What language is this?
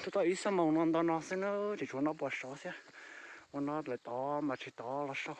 Hmong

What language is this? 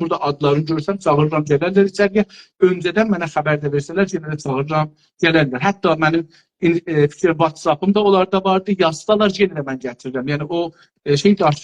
South Azerbaijani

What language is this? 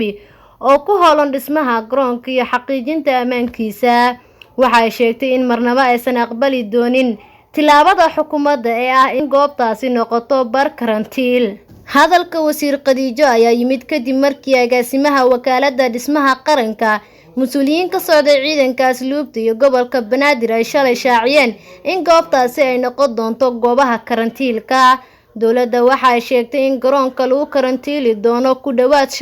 Somali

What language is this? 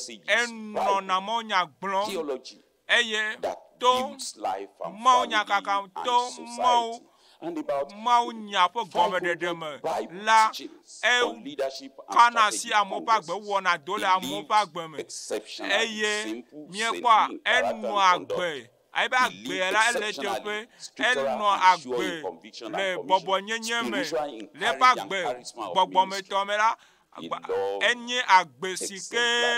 Ewe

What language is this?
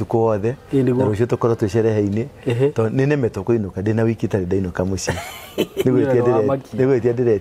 Kikuyu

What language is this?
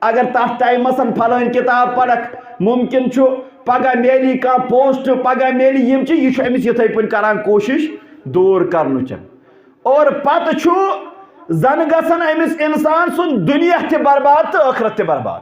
Kashmiri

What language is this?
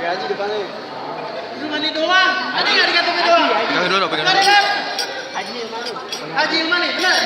Betawi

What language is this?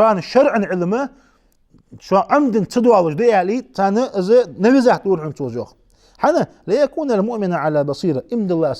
Ingush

